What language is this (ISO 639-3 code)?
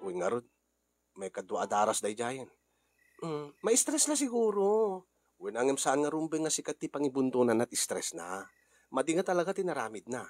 ilo